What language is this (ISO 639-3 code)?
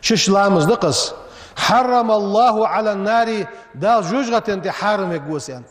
inh